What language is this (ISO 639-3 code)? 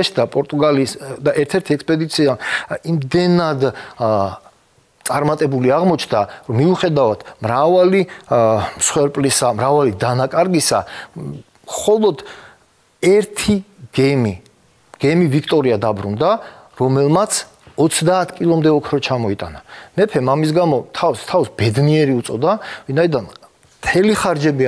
kat